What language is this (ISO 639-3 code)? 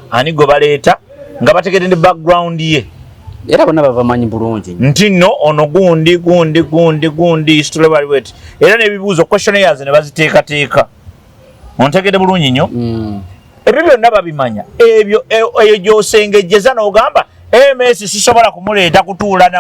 lug